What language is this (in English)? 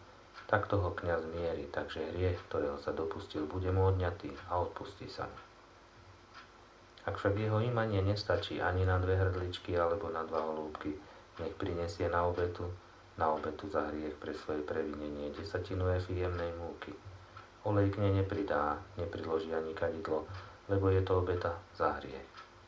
Slovak